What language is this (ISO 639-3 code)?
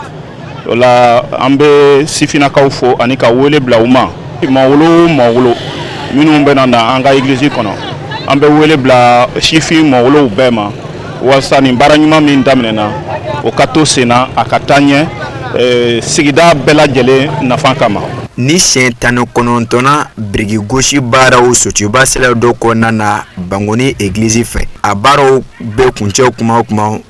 bam